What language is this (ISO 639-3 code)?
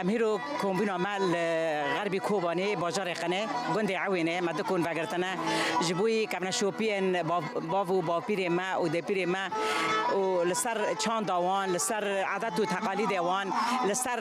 kur